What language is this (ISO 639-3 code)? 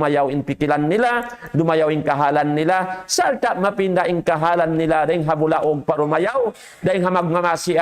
tsg